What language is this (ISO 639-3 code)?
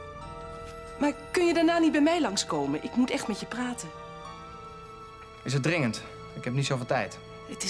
nld